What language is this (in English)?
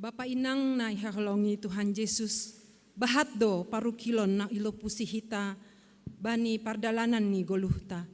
Batak Simalungun